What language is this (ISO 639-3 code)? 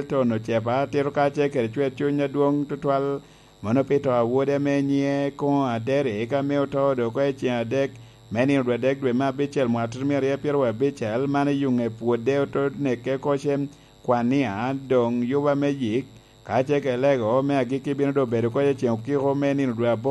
laj